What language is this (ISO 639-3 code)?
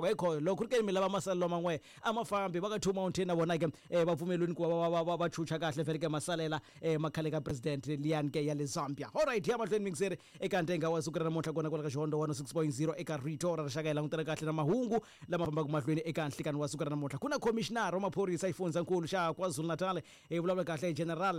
tso